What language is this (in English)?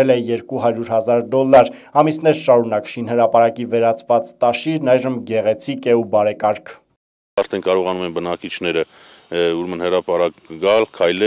Armenian